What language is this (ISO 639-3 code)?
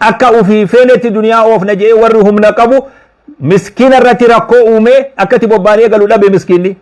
orm